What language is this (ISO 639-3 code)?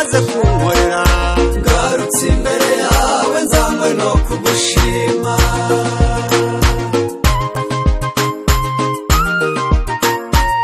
kin